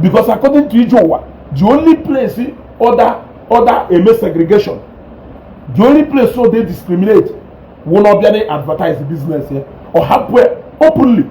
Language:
Igbo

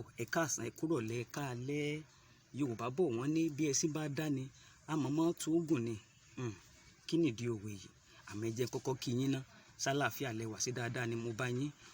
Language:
Yoruba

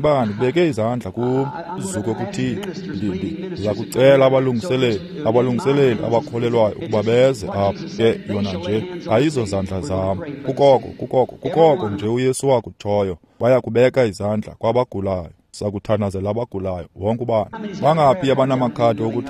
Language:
Xhosa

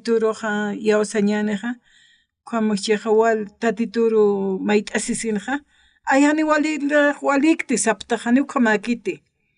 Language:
Aymara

